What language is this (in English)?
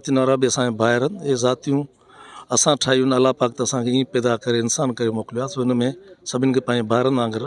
Sindhi